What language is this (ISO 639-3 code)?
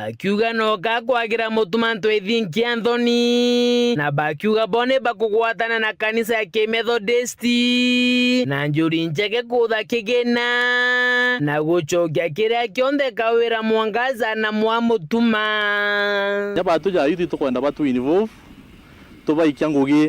mer